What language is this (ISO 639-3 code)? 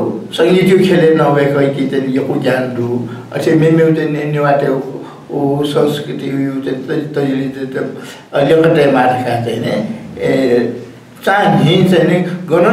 new